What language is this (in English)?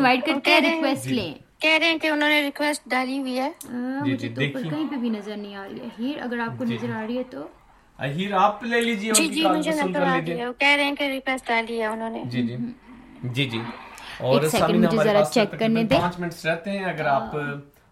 Urdu